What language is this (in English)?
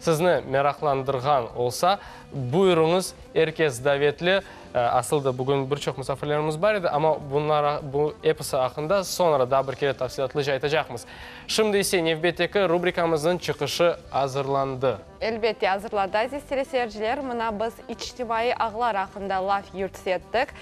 Crimean Tatar